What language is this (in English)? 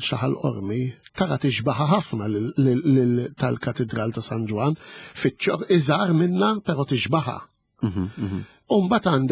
Maltese